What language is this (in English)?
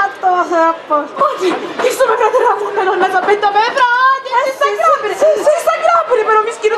Sicilian